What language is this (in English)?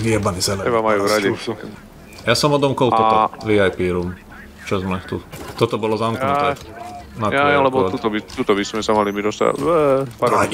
Slovak